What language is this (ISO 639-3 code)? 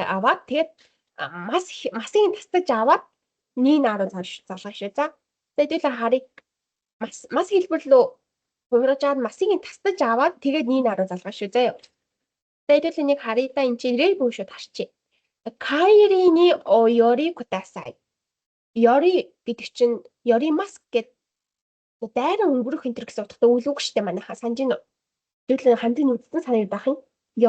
mon